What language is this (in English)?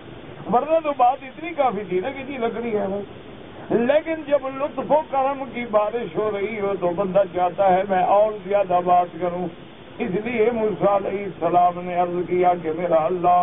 Urdu